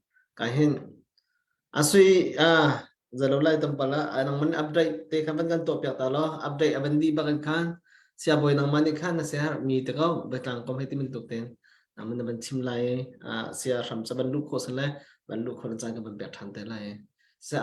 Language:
Hakha Chin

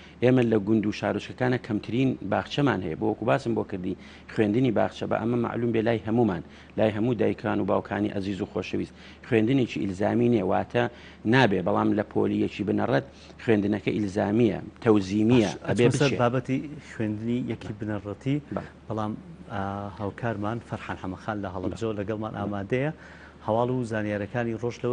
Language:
Central Kurdish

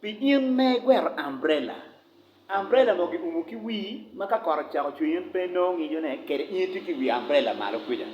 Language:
Acoli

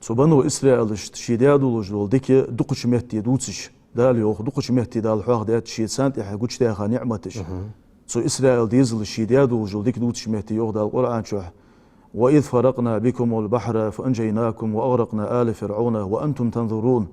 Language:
Ingush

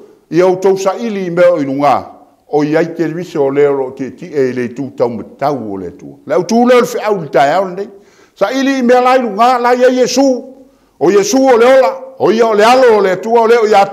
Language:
Samoan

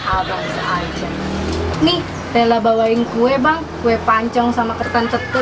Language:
Betawi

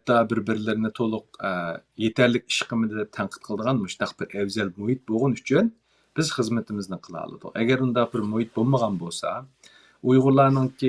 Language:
Uyghur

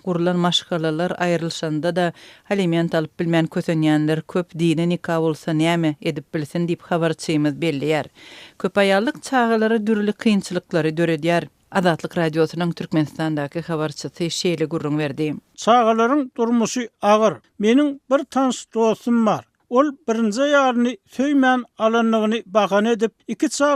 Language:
Turkmen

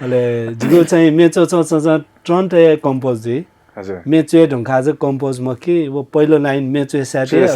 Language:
Newari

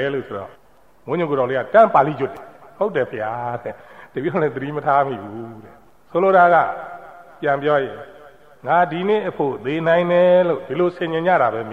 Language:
Burmese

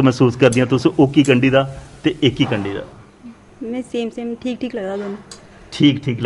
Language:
Dogri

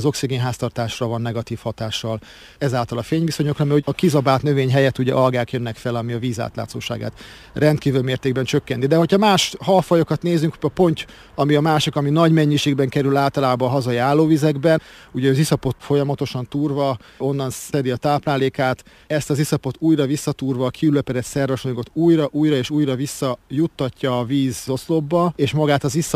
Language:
Hungarian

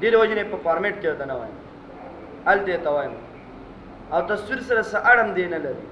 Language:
Pashto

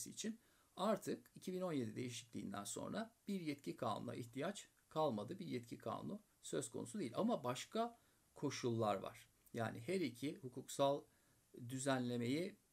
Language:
Turkish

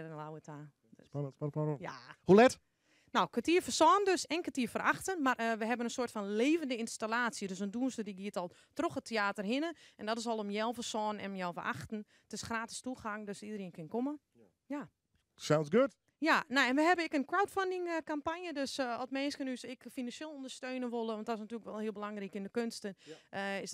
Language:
Western Frisian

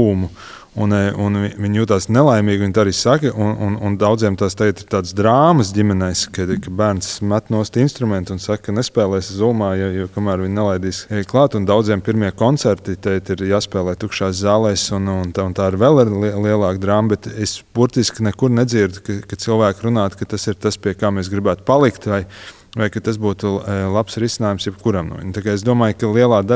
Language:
Latvian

